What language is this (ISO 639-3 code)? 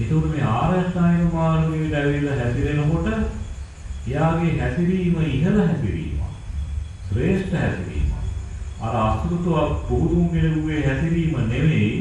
sin